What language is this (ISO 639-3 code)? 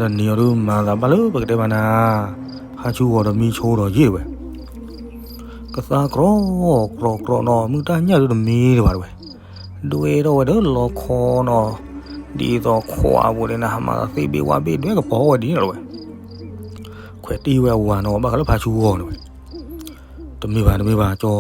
ksw